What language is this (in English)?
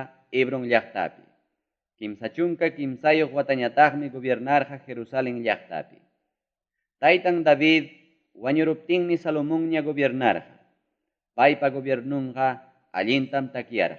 Ayacucho Quechua